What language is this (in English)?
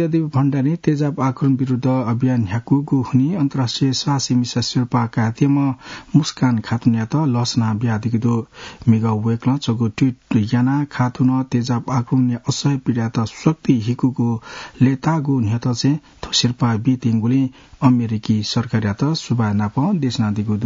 Newari